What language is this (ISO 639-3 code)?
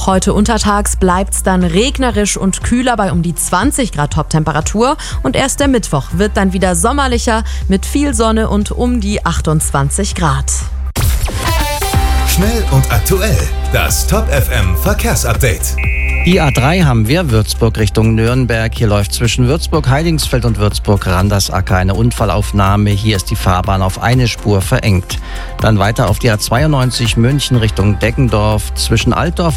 deu